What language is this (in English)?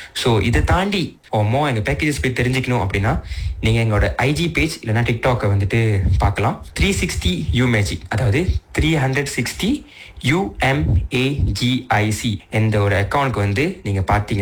Tamil